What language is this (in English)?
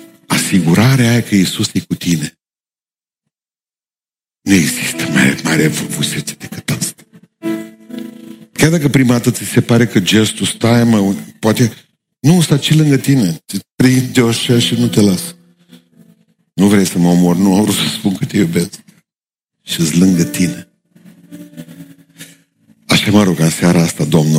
Romanian